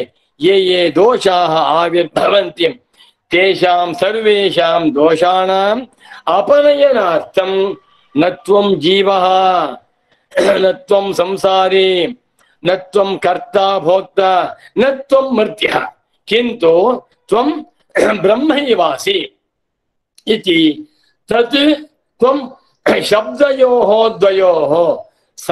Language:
Sanskrit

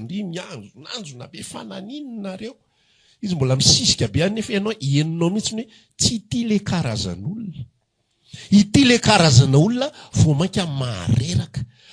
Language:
Malagasy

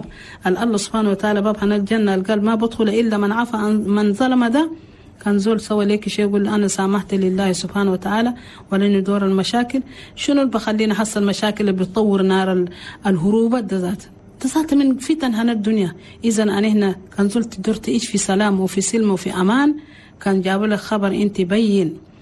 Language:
Chadian Arabic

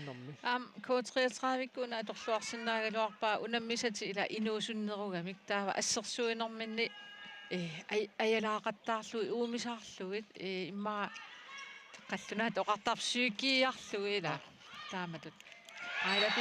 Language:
Kalaallisut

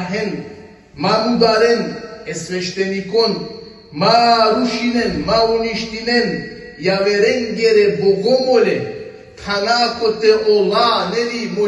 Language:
Balkan Romani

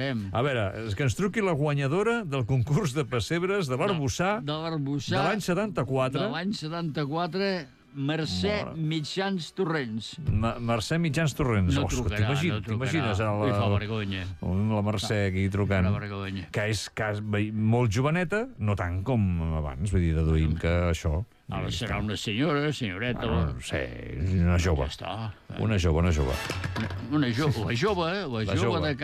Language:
Catalan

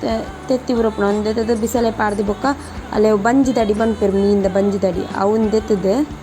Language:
Tulu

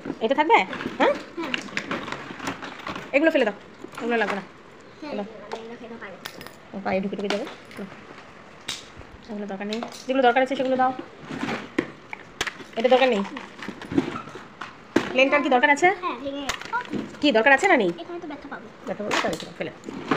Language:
Bangla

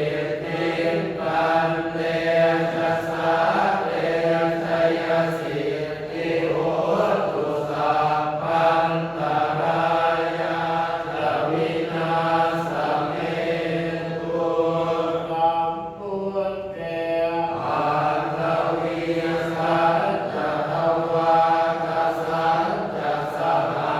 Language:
Pali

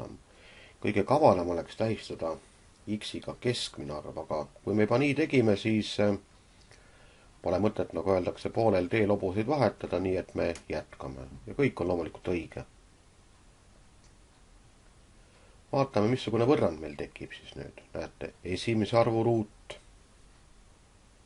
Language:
Estonian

